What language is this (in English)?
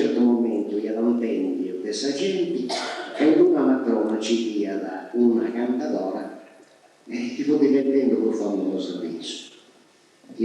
Sardinian